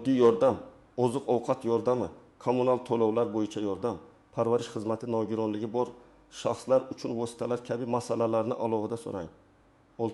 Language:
Uzbek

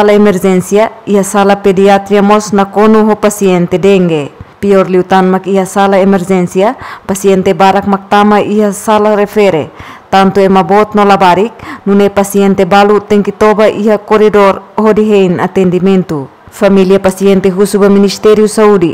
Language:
Tetum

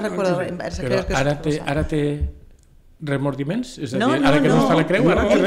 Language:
Catalan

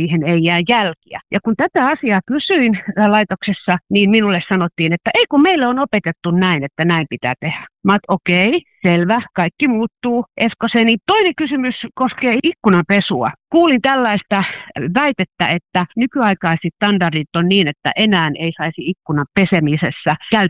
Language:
Finnish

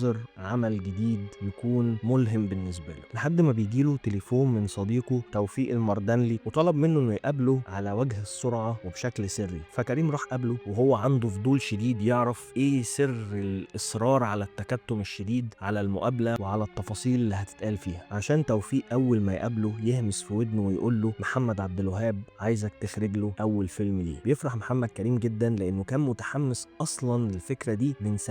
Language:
Egyptian Arabic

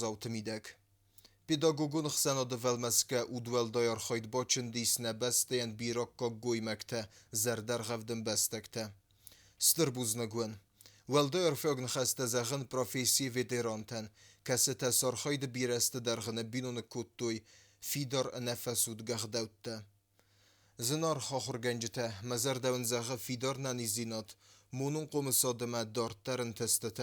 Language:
Ossetic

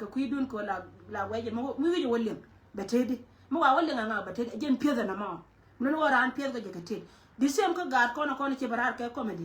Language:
Nuer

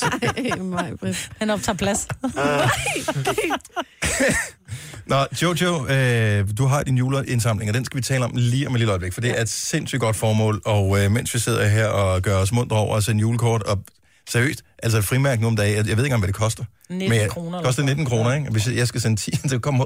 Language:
Danish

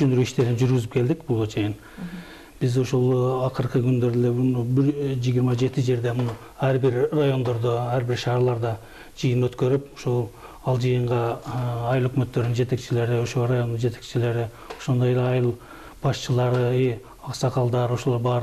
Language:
Kyrgyz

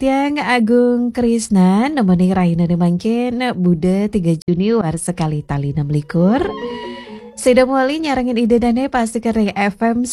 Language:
Balinese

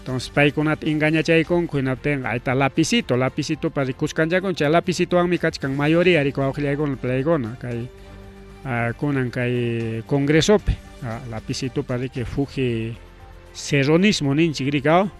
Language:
Ayacucho Quechua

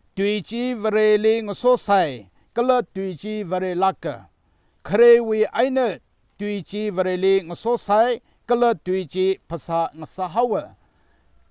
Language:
Tangkhul Naga (India)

